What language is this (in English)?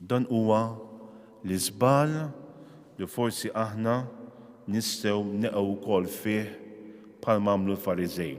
Maltese